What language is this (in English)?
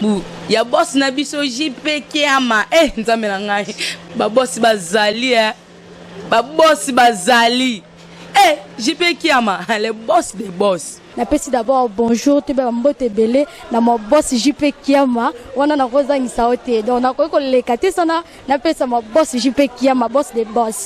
Lingala